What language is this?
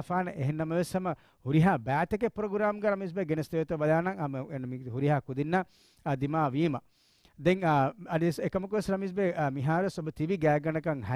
Divehi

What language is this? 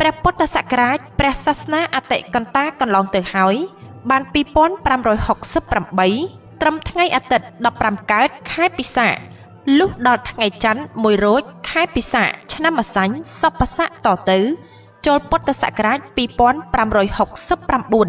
Khmer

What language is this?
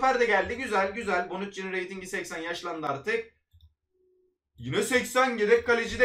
Turkish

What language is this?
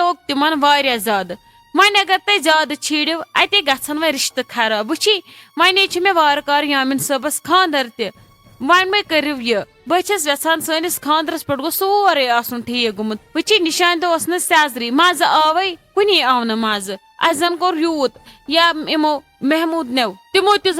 Kashmiri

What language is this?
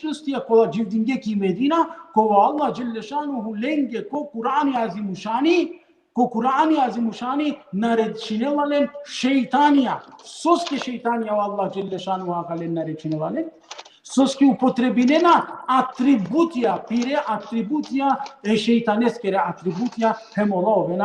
Balkan Romani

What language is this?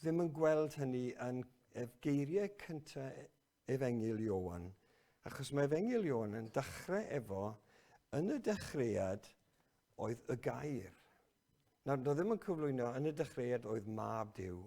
Welsh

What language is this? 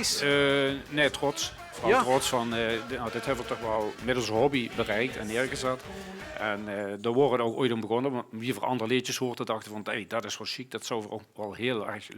Limburgish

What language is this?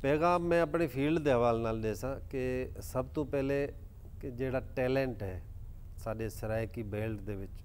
Saraiki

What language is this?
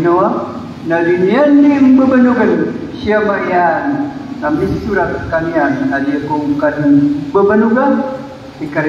Maranao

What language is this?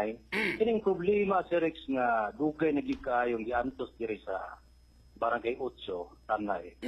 Cebuano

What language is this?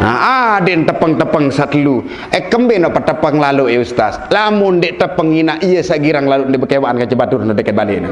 Sasak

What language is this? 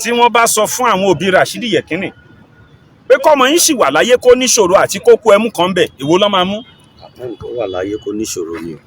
Yoruba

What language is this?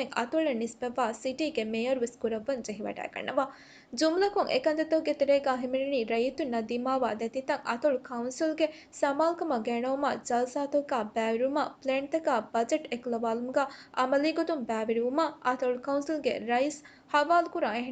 Divehi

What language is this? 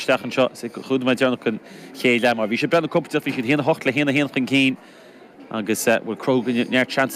Irish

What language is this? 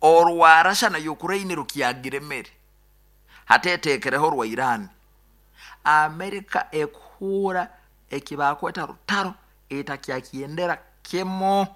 Nyoro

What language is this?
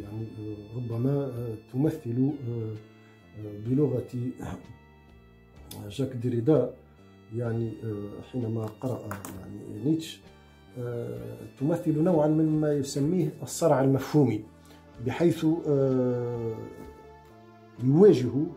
Arabic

